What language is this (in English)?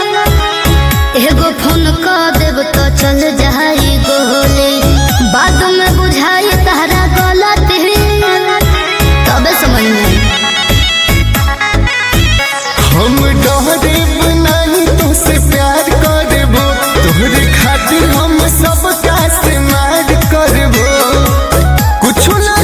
Bhojpuri